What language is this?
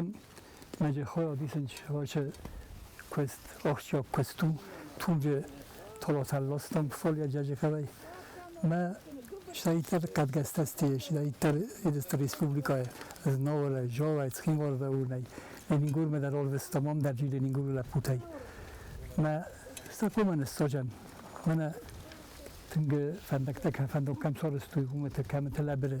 Ossetic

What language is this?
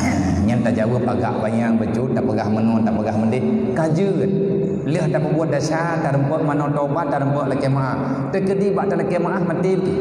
Achinese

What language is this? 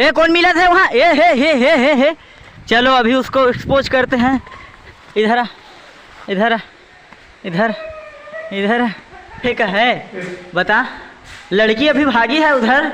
Chhattisgarhi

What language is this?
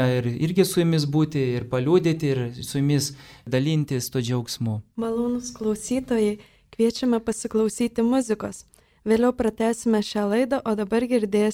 Lithuanian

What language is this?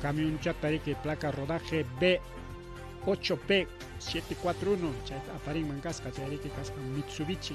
Ayacucho Quechua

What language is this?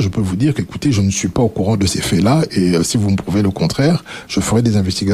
French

